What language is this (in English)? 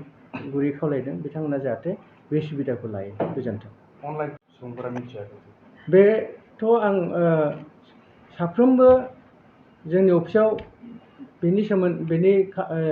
Bodo